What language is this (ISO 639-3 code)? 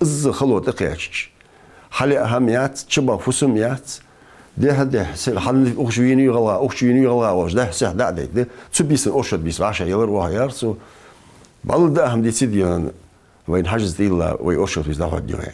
inh